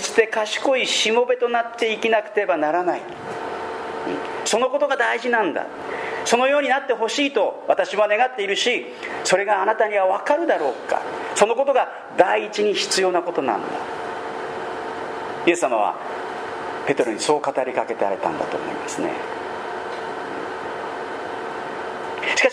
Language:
Japanese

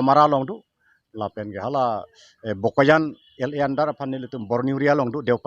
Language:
Karbi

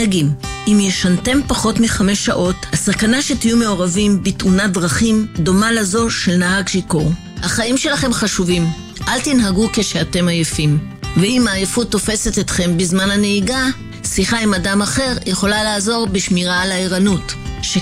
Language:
Hebrew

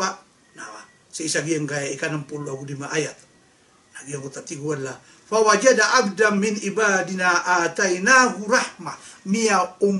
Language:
Maranao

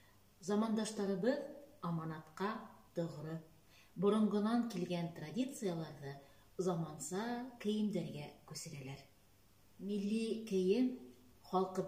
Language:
Bashkir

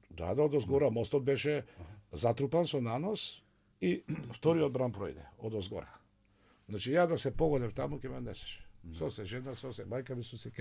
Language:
Macedonian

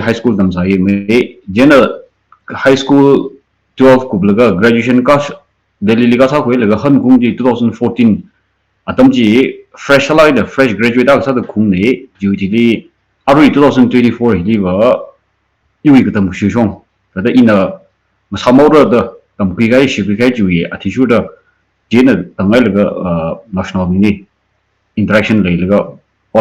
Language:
Tangkhul Naga (India)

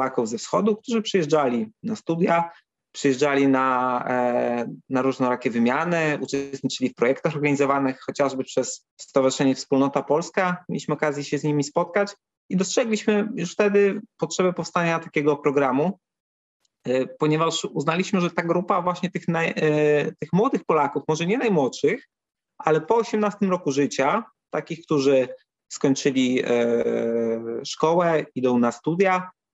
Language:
Polish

